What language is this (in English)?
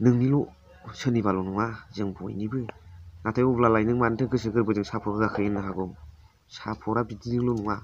Bodo